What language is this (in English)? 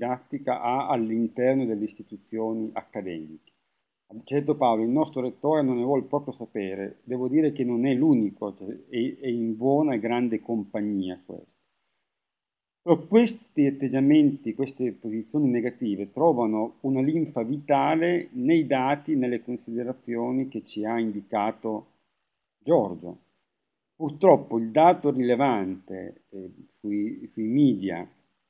Italian